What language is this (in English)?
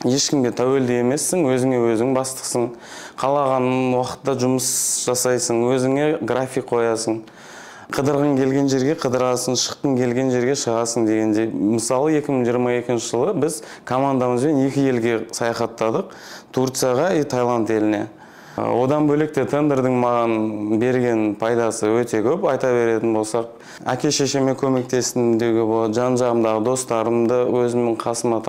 Kazakh